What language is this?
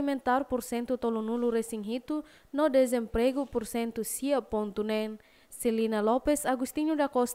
Tetum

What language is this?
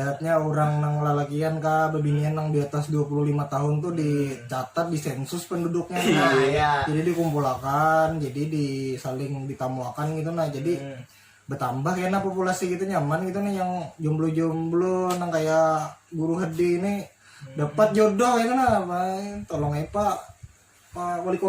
Banjar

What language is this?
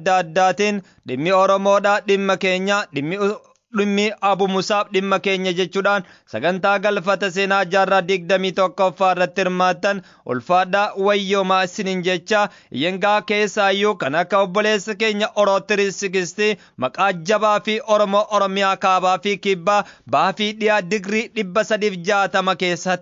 Oromo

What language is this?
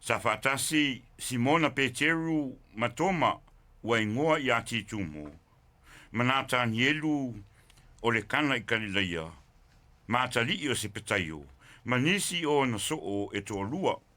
Samoan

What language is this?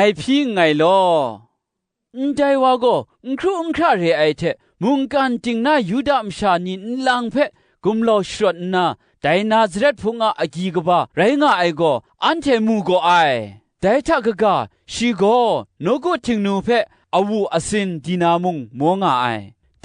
Kachin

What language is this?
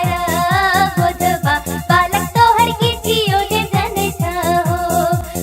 Maithili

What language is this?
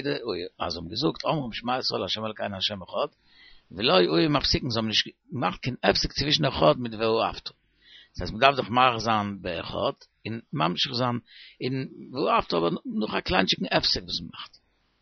Yiddish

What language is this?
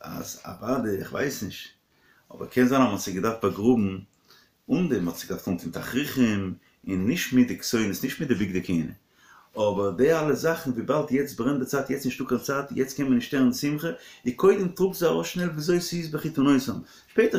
Yiddish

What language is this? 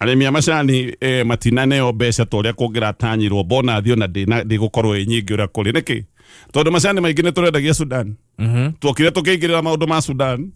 Kikuyu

